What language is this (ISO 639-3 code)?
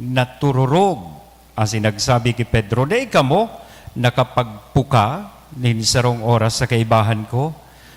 bik